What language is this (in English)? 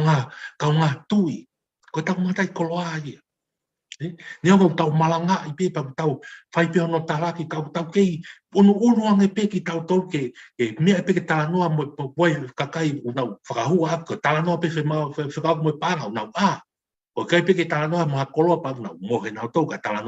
Tongan